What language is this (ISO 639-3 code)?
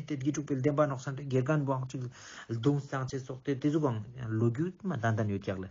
lbj